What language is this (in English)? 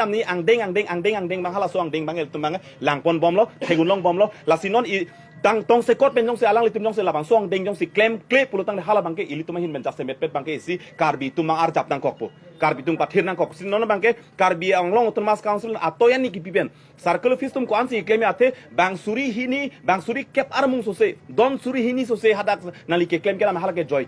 Karbi